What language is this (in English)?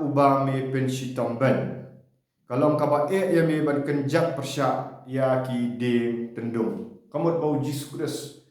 Khasi